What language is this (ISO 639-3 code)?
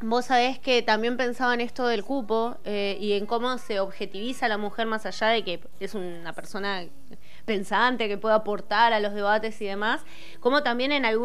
spa